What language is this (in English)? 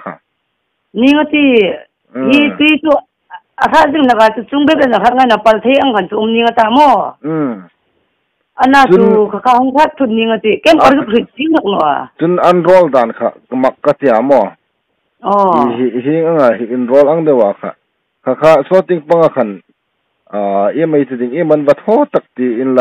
Hmar